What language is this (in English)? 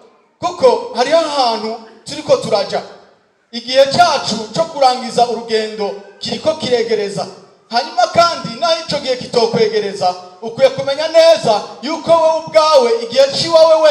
Rundi